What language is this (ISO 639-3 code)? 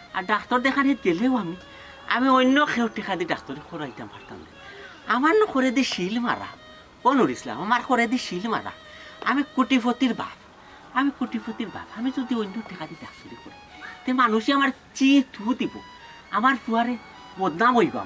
syl